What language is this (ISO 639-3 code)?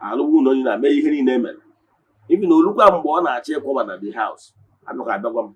ibo